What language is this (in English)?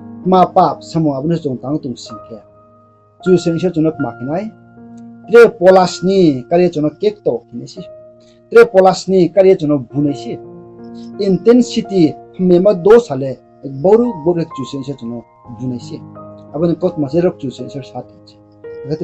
Riang (India)